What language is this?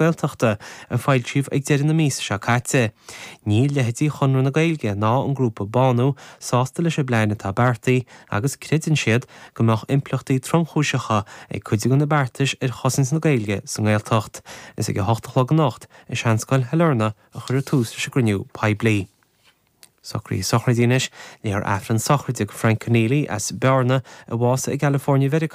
Irish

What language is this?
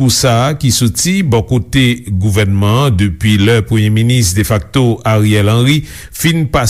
Haitian Creole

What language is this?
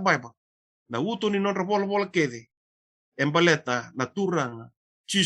Fijian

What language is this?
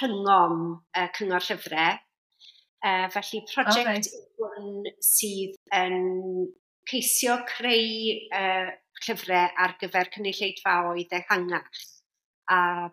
Welsh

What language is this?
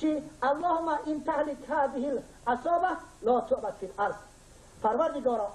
Tajik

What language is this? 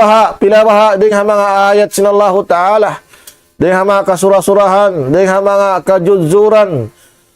Tausug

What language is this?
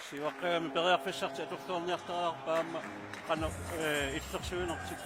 Kalaallisut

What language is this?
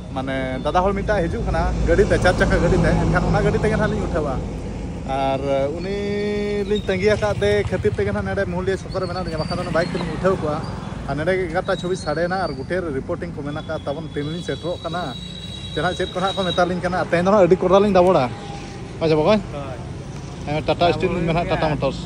Santali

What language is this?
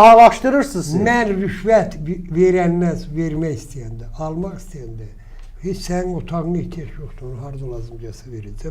Azerbaijani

